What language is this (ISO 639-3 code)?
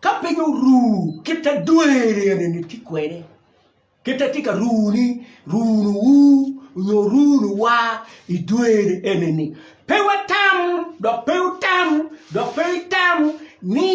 ach